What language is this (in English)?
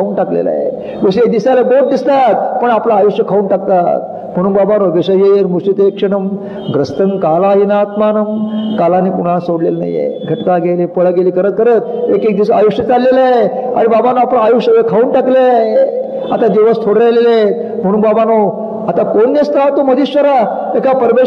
Marathi